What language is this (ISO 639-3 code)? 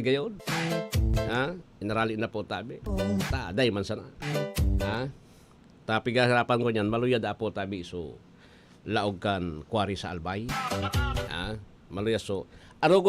bik